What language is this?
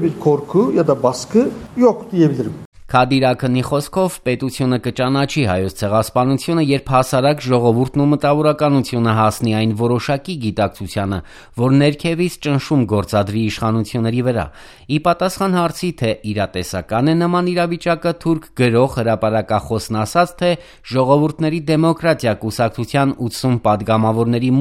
Armenian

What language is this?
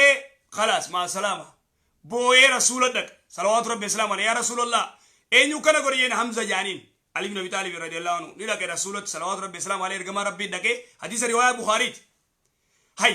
Oromo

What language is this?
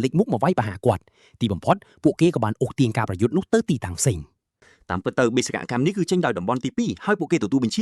Khmer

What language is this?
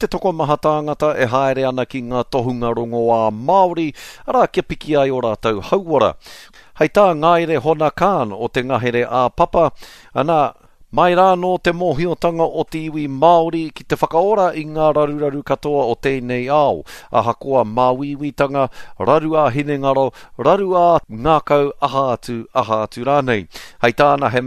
Māori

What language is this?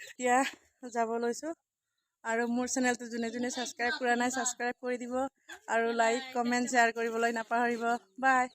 Assamese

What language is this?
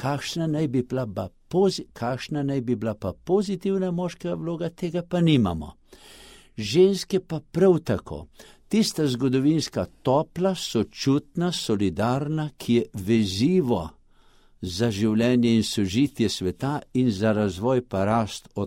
Slovenian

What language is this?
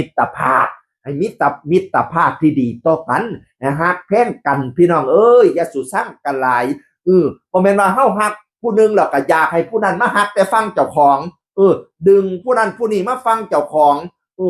Northeastern Thai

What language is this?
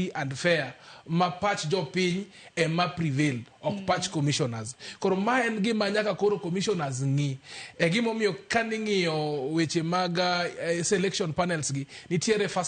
Luo (Kenya and Tanzania)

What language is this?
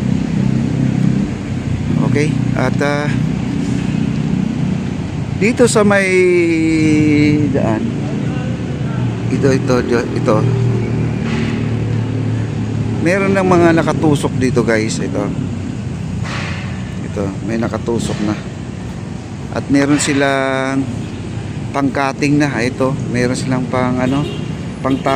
Filipino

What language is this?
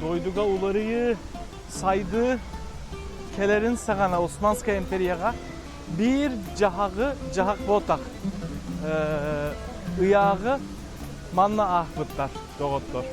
Yakut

